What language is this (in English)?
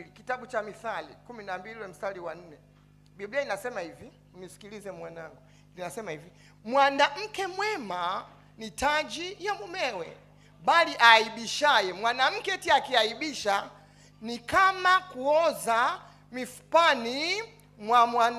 Swahili